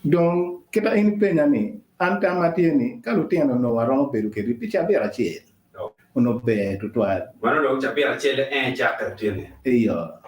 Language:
Acoli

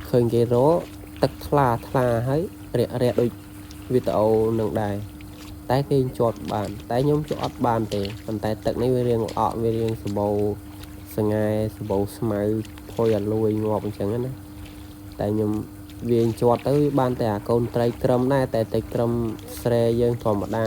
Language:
Khmer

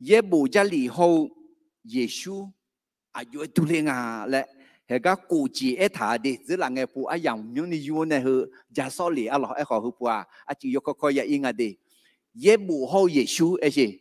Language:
Akha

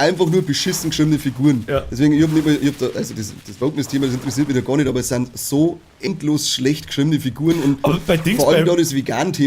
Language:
Bavarian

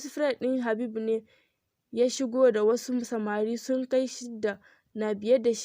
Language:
Hausa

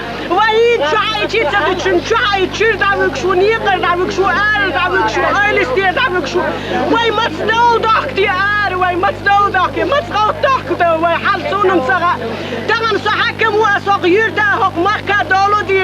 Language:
Chechen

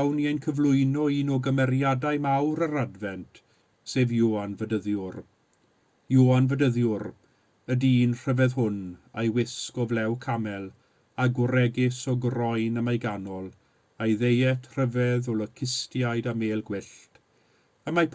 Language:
Welsh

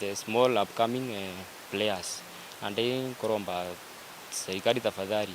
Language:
Meru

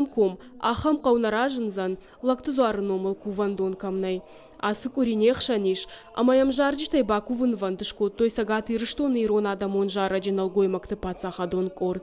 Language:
Ossetic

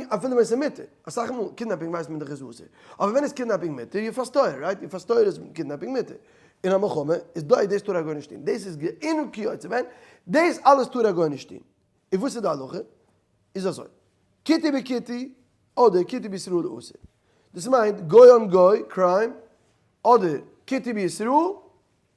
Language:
Yiddish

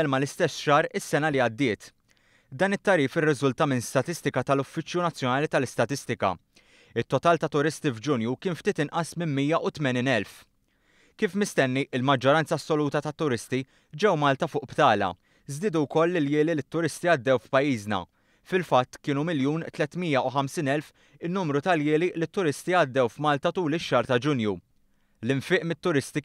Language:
Maltese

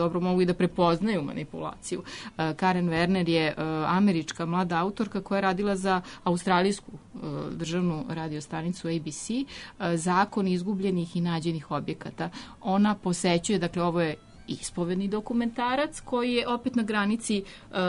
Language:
Serbian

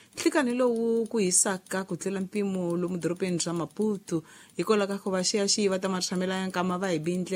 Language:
Tsonga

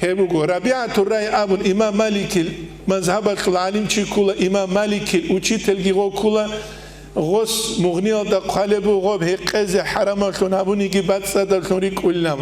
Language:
Avaric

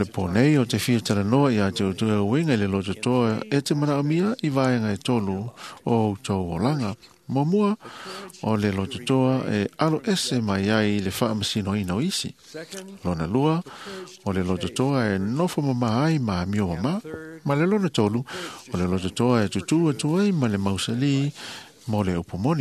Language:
Samoan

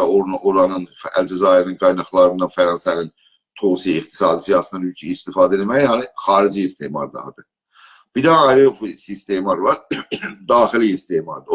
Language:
South Azerbaijani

